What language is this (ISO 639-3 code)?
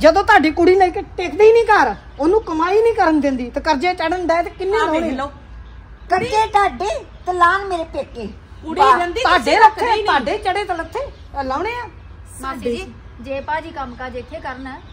pan